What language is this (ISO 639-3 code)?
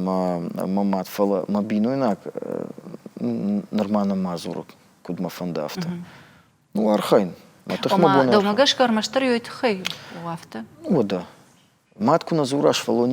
oss